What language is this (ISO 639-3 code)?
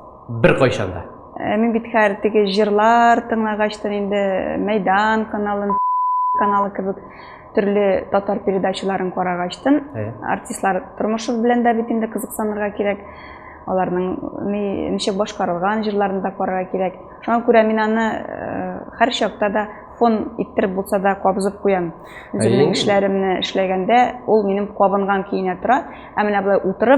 tat